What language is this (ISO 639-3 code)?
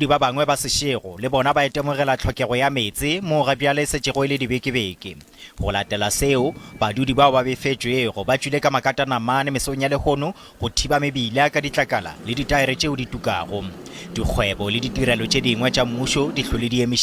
nso